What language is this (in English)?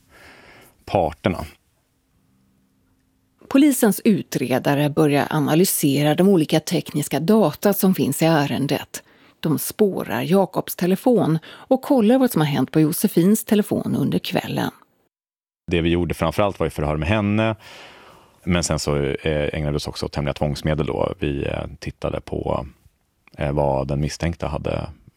Swedish